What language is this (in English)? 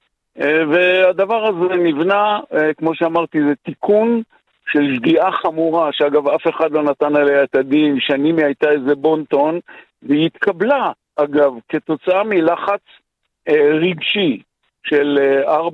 Hebrew